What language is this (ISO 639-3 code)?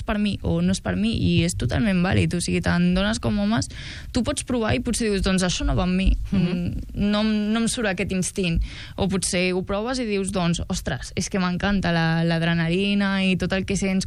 cat